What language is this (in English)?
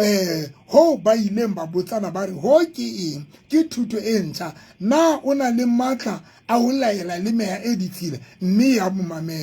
Southern Sotho